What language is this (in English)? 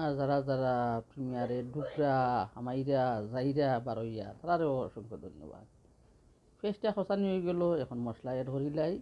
Sylheti